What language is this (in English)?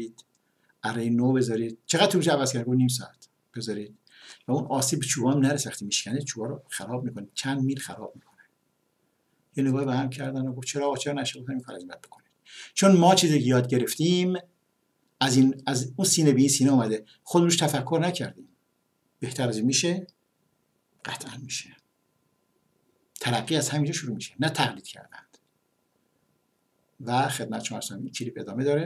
Persian